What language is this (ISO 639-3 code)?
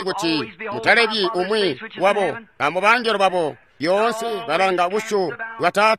toi